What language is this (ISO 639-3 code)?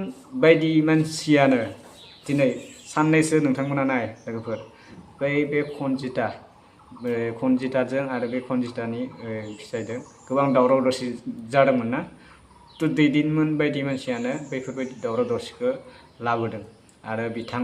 brx